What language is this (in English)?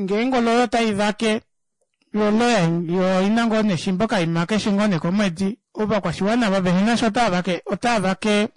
Kuanyama